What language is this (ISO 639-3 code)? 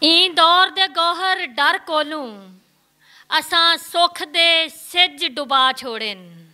lah